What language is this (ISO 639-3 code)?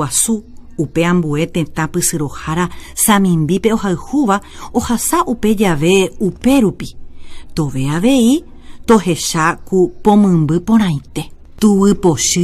grn